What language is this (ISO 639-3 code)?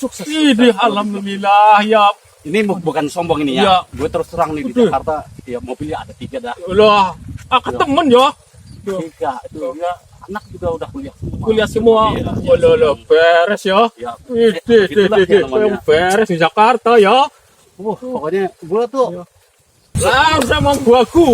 bew